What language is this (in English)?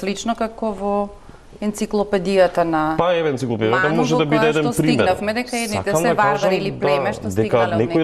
Macedonian